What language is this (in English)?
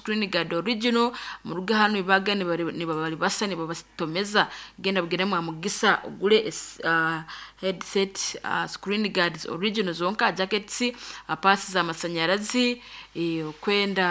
Nyoro